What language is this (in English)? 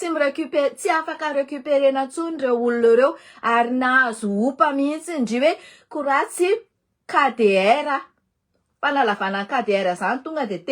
Malagasy